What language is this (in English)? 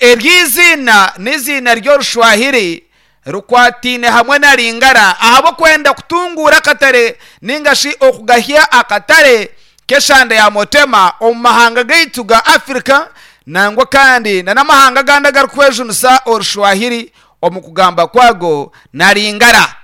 Nyankole